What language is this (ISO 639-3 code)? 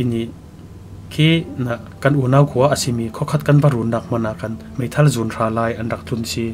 cfm